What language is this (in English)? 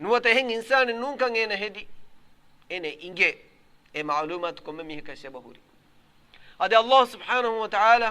Divehi